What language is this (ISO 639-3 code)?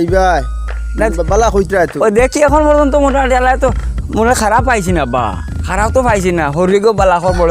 syl